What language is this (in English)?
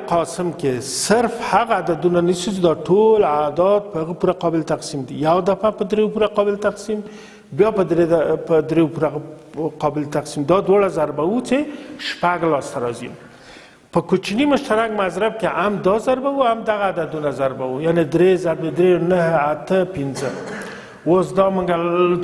Pashto